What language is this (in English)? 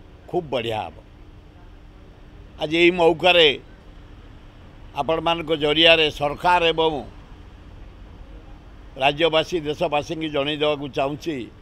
Odia